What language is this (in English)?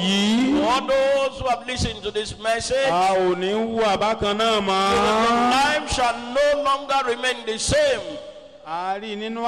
Yoruba